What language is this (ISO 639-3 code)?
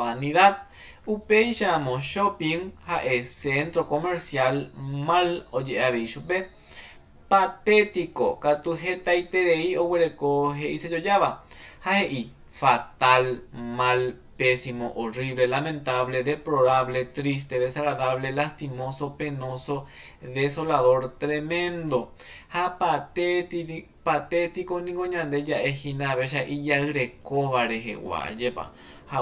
grn